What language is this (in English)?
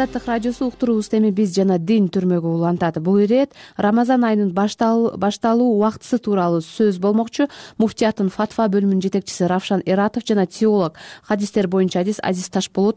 Kyrgyz